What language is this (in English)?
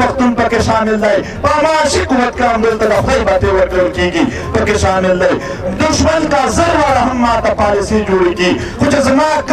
Pashto